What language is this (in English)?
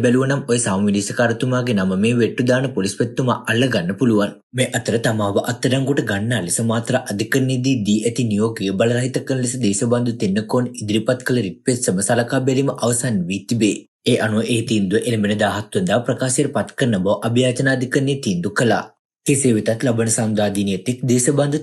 Sinhala